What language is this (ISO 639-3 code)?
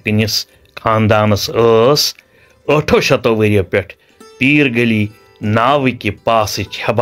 kas